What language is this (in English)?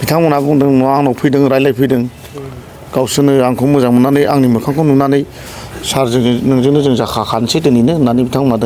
Bodo